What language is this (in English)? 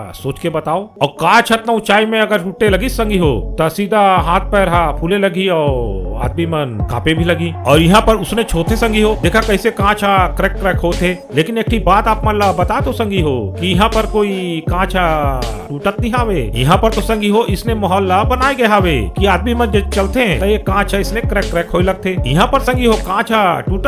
Chhattisgarhi